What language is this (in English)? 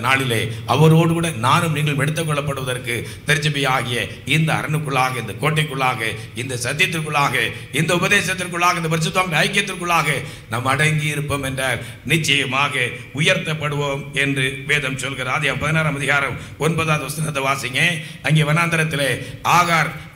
Tamil